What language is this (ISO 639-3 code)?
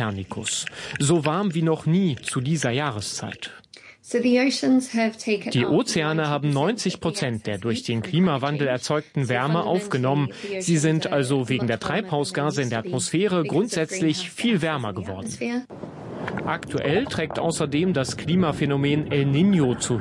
deu